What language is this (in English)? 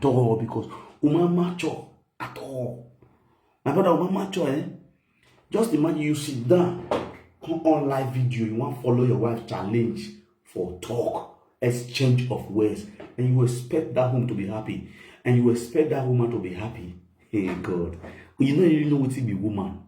Nigerian Pidgin